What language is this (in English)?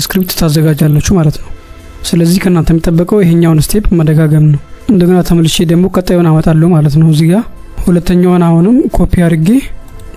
Amharic